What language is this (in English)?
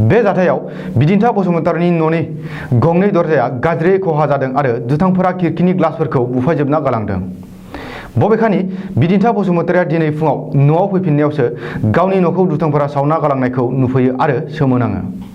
Bodo